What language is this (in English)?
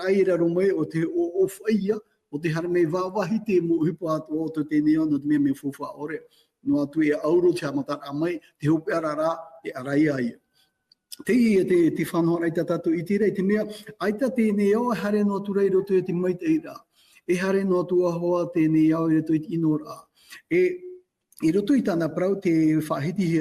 Tahitian